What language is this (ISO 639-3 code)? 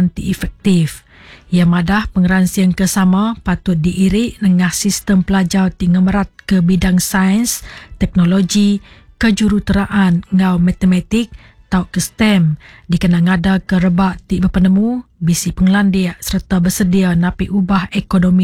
iba